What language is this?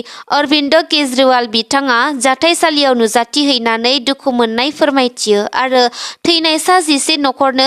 Bodo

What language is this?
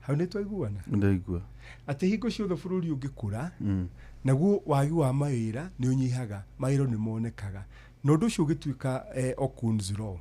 Kikuyu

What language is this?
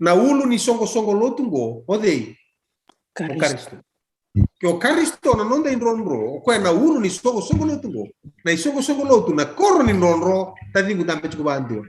Fijian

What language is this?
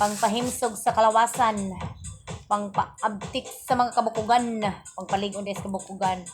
Cebuano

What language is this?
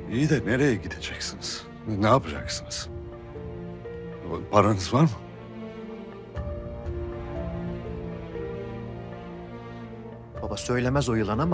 Turkish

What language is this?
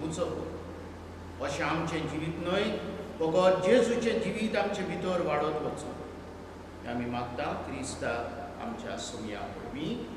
Konkani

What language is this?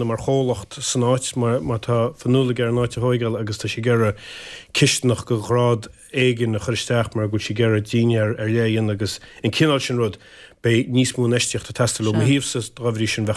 Irish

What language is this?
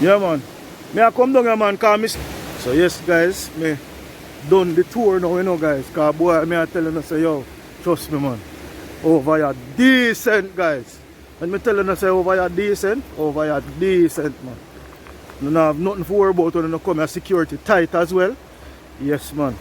Jamaican Creole English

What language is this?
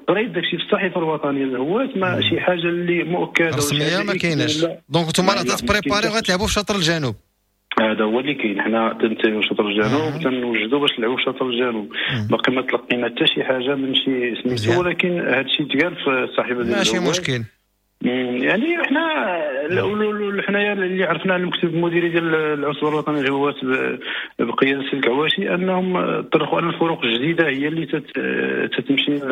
Moroccan Arabic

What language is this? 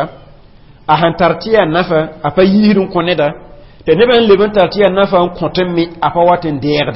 Mossi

